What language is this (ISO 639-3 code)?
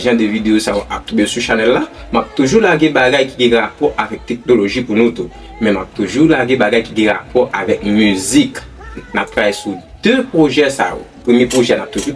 hat